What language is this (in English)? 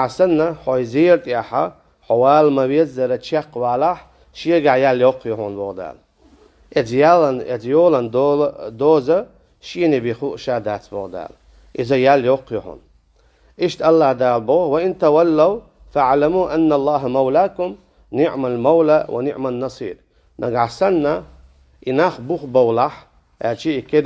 Chechen